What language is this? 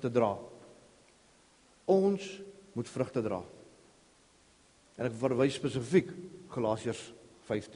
Afrikaans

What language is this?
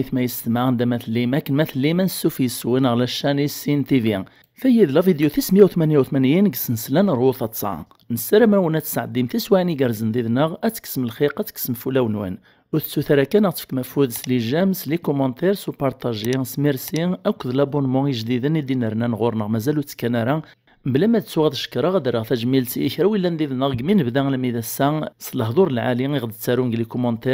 Kabyle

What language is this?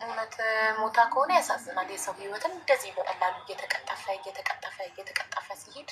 Amharic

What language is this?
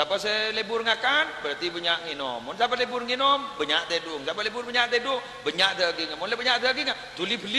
Madurese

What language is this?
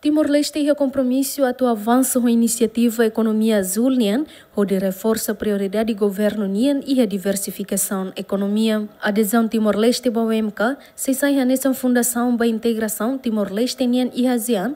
Tetum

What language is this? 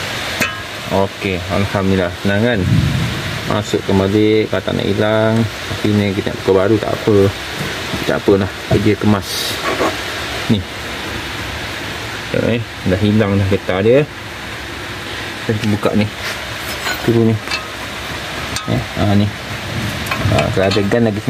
Malay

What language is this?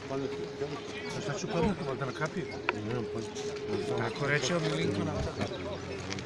Serbian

